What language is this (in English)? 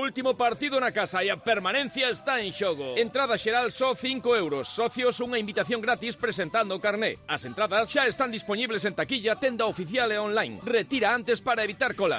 Galician